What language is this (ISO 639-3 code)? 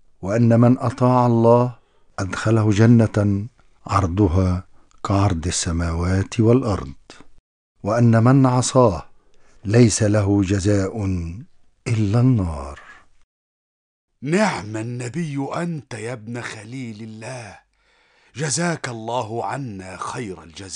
ara